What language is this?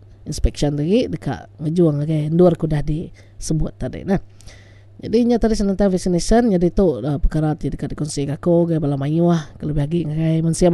Iban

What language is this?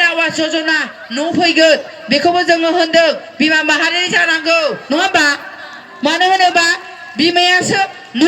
Bodo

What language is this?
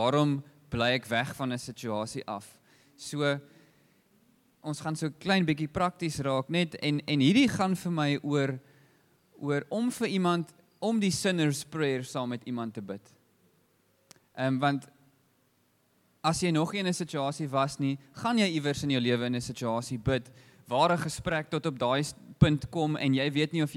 Afrikaans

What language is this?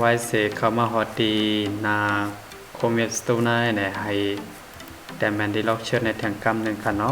Shan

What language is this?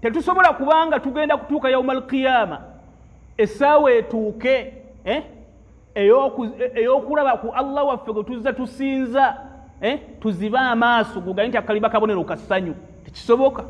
Ganda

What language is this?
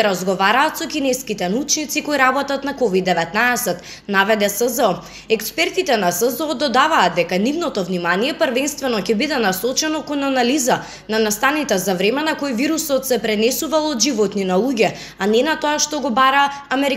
Macedonian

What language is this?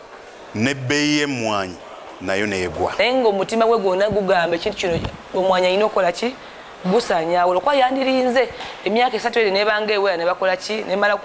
Ganda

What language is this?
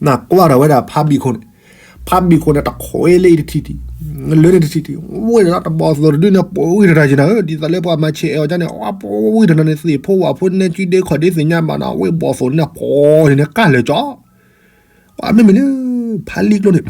S'gaw Karen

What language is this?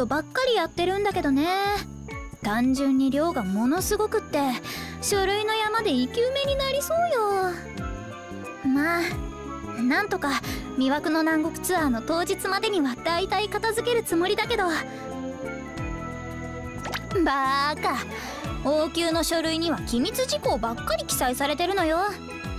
Japanese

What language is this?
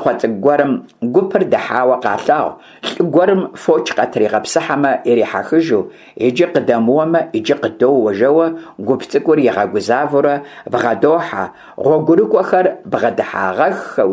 Kabardian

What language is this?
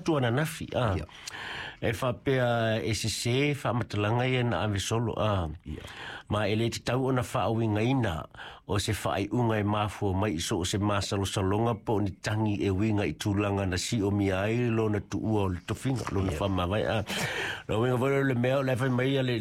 Samoan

